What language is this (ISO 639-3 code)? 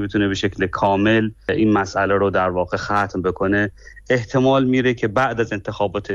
fas